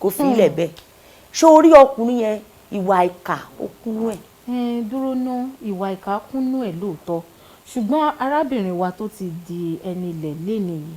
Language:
Yoruba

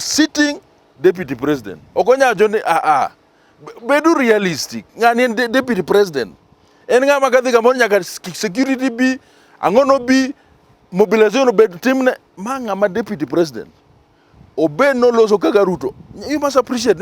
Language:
Luo (Kenya and Tanzania)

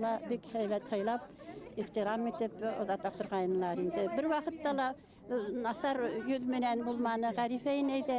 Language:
Bashkir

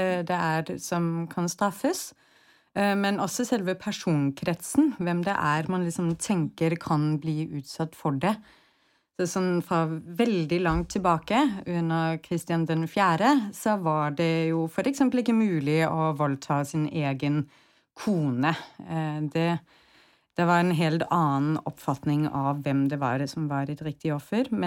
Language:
Norwegian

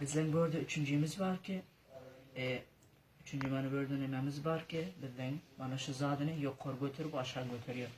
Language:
Turkmen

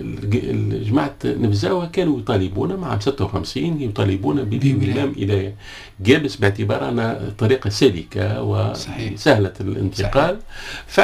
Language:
Tunisian Arabic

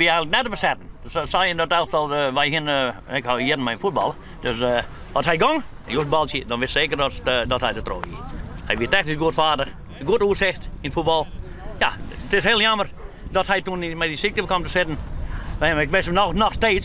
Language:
Western Frisian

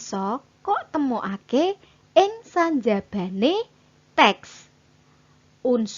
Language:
Javanese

